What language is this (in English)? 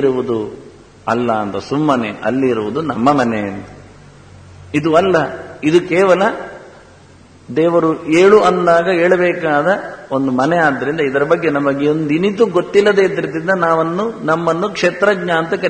Kannada